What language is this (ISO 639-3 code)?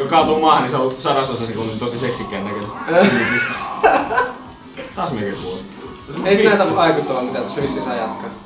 fin